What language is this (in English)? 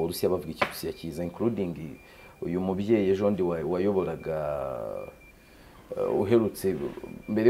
Kinyarwanda